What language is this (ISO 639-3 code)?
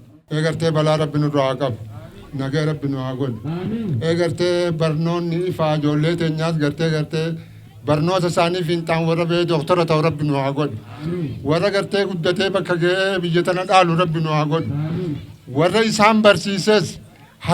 orm